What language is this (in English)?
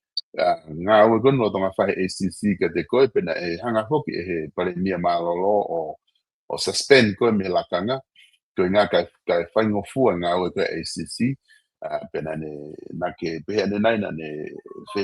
Tongan